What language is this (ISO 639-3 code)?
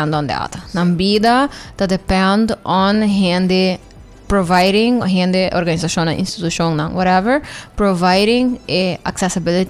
pap